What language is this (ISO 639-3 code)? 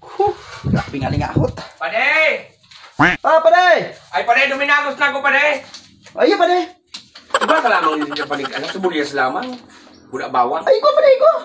bik